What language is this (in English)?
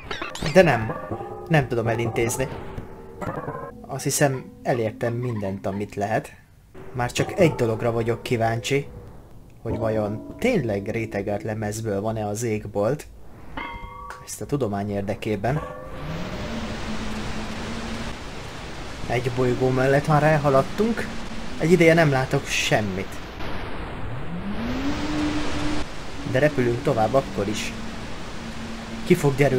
Hungarian